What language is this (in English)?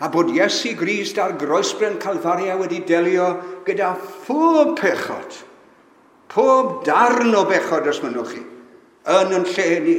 Welsh